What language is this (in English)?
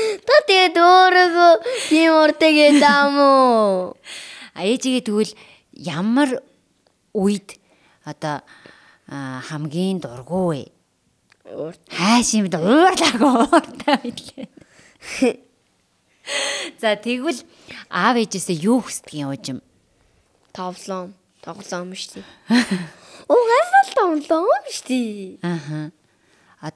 Mongolian